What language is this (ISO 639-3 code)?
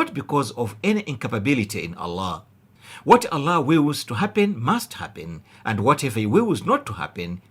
eng